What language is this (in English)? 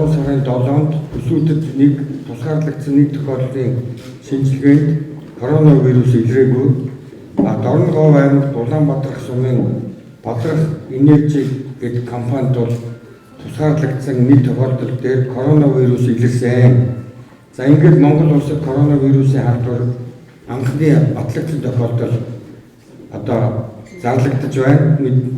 Mongolian